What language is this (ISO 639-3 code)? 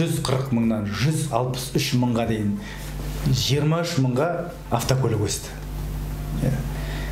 kaz